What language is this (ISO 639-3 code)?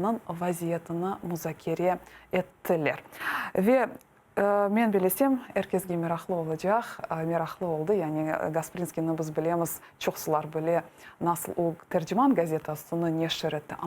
crh